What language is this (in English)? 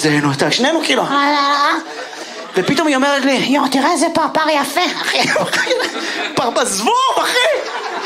Hebrew